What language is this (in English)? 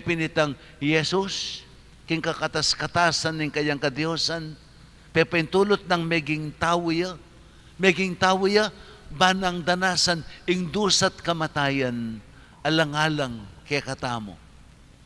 Pampanga